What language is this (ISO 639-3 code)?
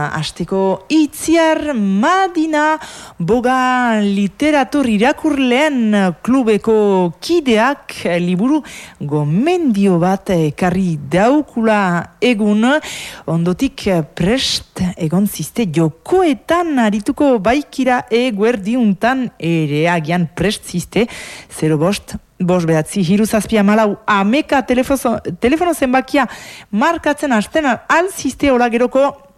eus